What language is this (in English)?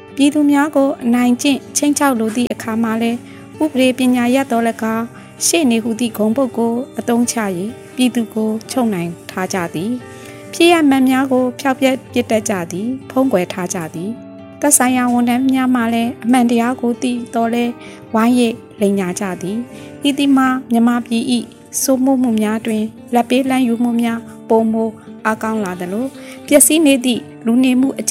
Burmese